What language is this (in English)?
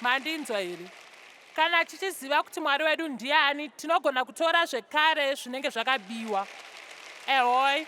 Shona